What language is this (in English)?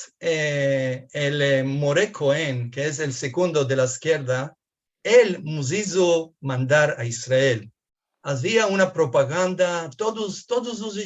Ladino